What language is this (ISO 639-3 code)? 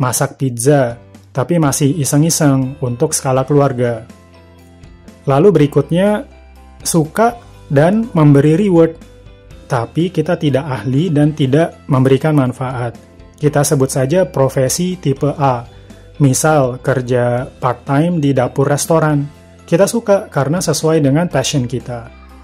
ind